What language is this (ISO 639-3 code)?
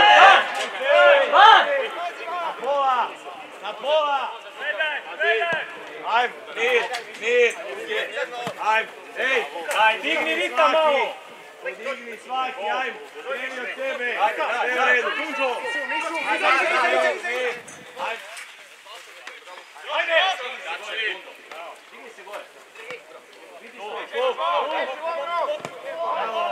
hrv